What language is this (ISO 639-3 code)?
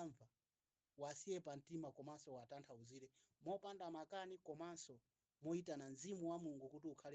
nya